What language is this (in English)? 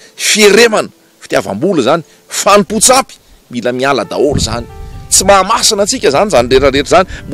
Malagasy